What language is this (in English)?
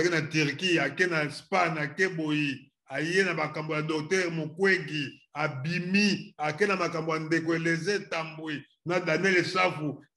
Lingala